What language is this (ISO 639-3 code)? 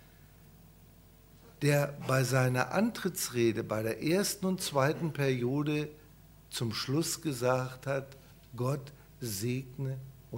deu